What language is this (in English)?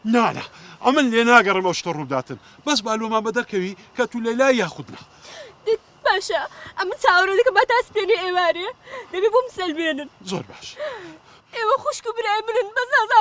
Central Kurdish